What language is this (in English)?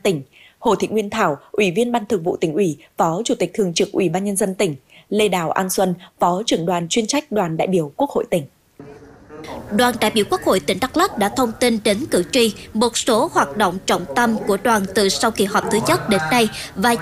Vietnamese